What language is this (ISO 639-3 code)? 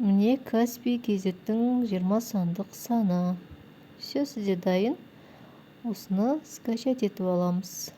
kaz